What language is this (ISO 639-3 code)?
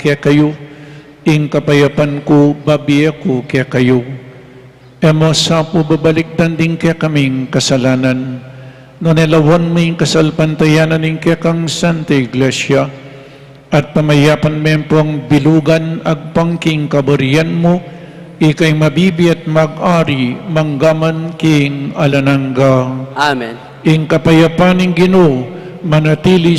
pam